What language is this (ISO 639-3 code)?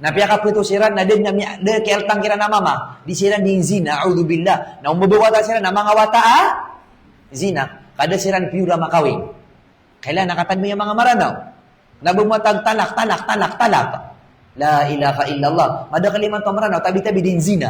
mrw